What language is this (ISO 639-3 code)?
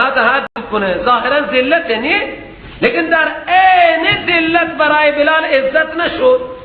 fas